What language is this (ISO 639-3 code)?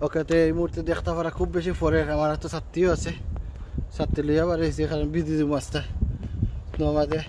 syl